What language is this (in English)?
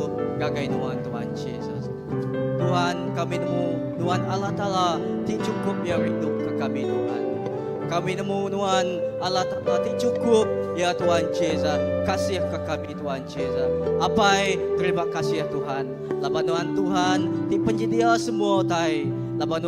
Iban